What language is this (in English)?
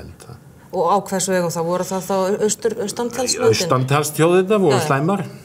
Icelandic